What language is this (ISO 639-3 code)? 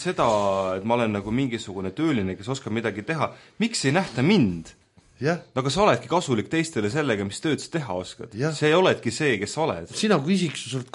est